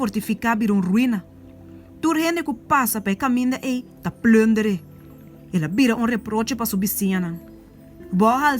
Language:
Papiamento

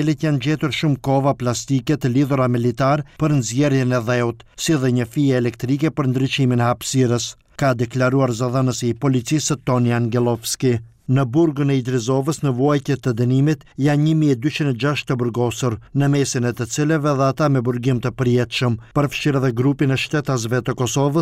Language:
Albanian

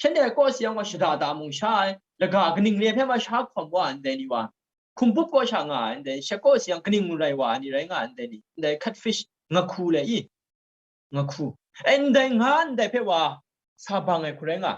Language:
Kachin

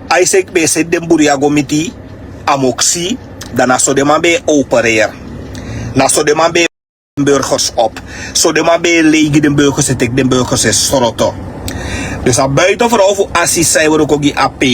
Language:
Sranan Tongo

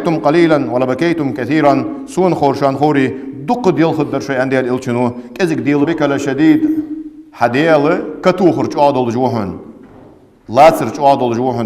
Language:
Ingush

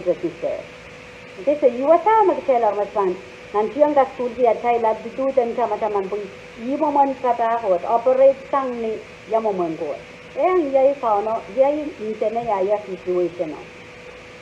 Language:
Pohnpeian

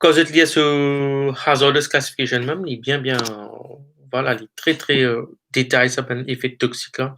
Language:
Morisyen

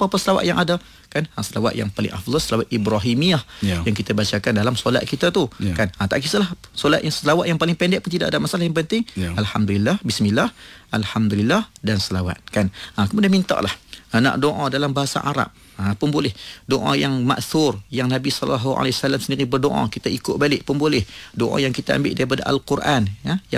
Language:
Malay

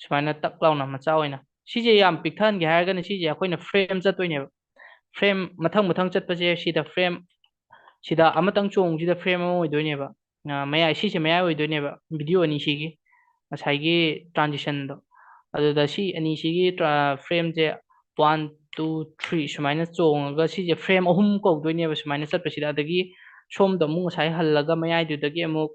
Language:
Manipuri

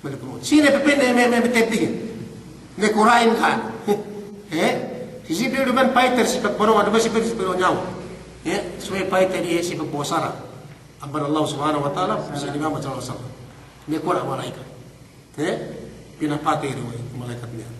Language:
Yakan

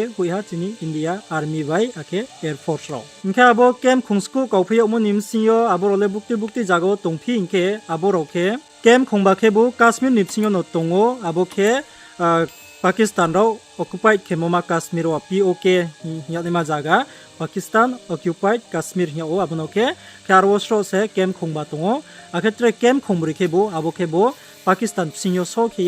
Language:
Riang (India)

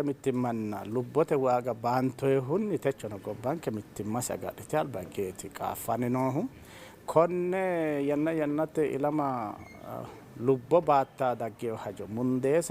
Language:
Sidamo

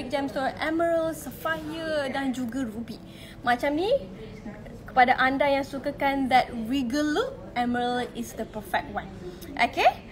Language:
Malay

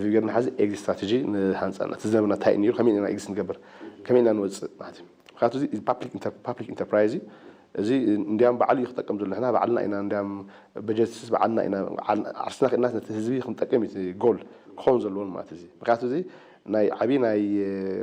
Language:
Tigrinya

